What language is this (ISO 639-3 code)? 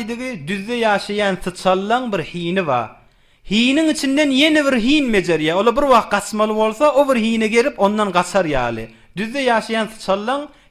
tuk